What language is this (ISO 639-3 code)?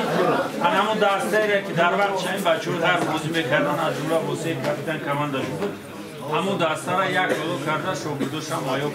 tgk